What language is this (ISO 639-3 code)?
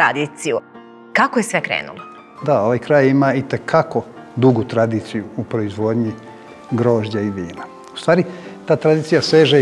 srp